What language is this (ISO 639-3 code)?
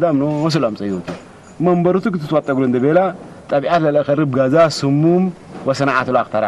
tig